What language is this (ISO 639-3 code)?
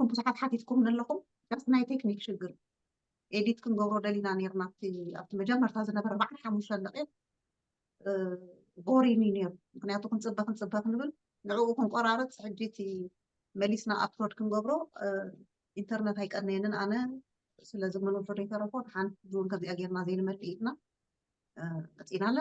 tir